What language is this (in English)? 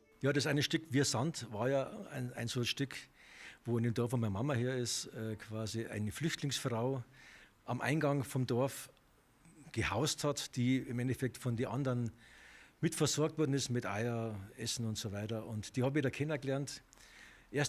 Bavarian